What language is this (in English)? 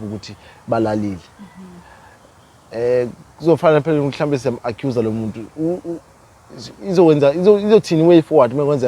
Zulu